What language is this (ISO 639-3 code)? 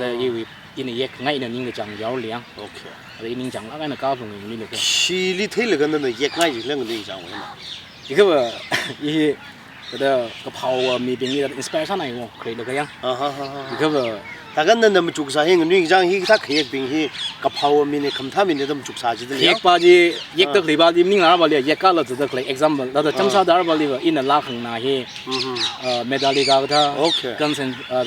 nmf